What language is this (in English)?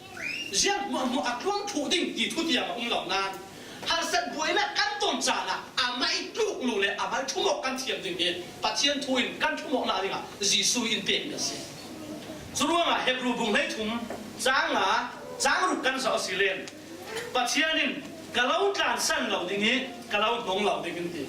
Falam Chin